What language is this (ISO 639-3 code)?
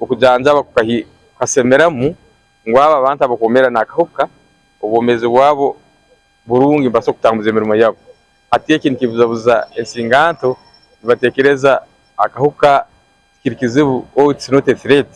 nyn